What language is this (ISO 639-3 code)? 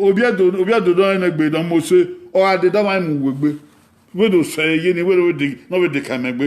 bin